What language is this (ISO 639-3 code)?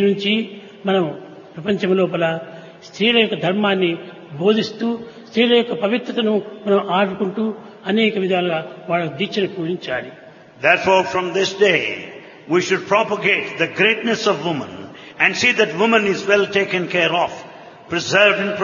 tel